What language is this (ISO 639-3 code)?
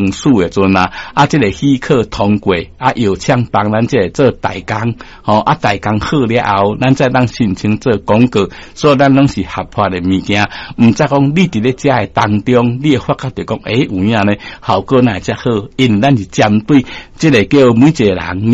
nan